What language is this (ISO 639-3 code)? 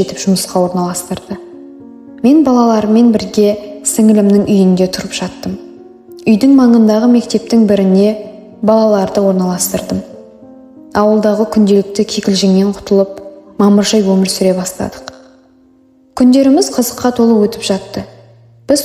kaz